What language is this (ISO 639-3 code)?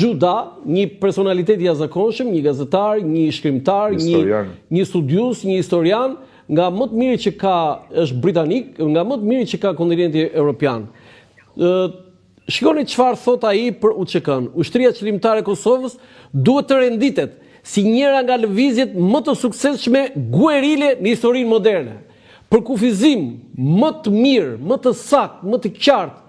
sqi